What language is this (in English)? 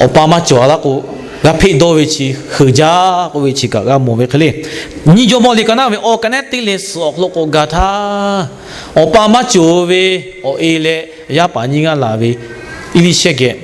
Lahu